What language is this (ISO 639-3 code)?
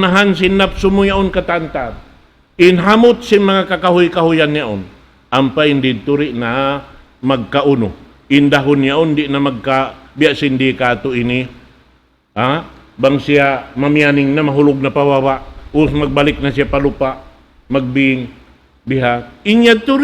tsg